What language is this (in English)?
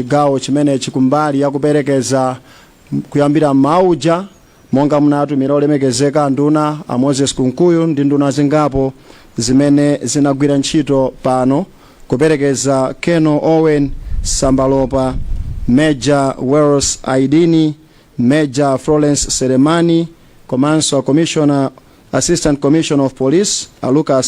Nyanja